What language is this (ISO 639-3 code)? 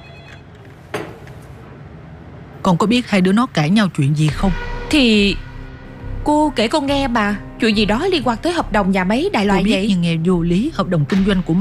vie